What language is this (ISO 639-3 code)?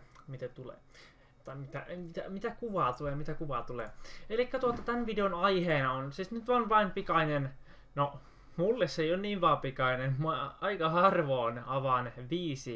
fin